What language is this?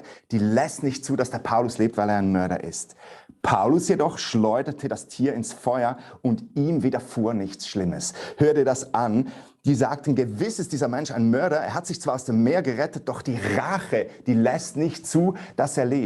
Swiss German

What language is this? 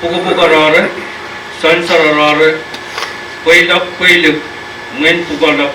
Pohnpeian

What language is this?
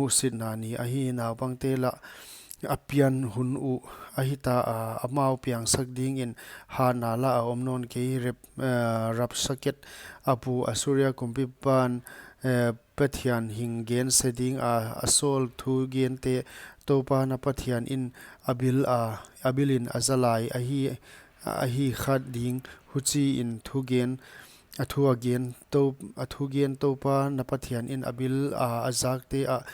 Paite Chin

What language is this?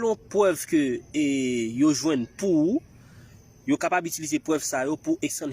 Haitian Creole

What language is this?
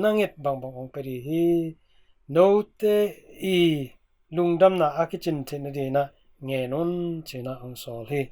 Tedim Chin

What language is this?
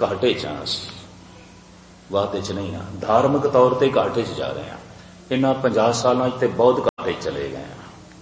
Punjabi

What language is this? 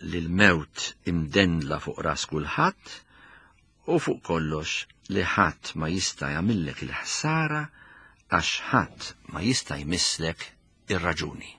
Maltese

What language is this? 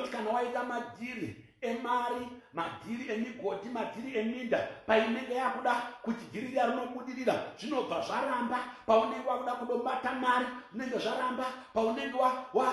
Shona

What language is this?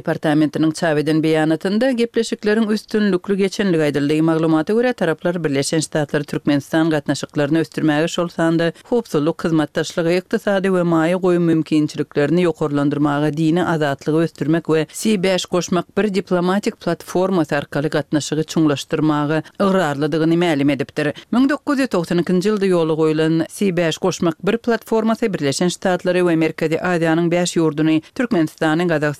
Turkmen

